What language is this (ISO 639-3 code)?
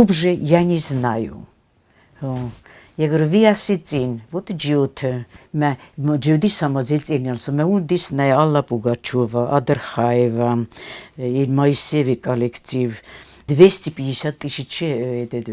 oss